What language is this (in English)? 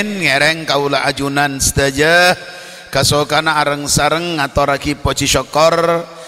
Madurese